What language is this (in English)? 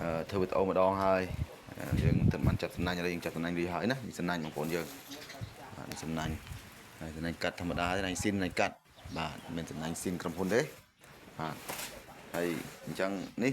Khmer